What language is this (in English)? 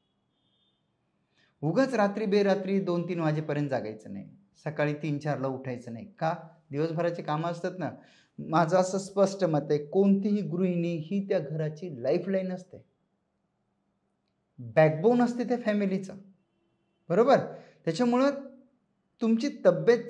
Marathi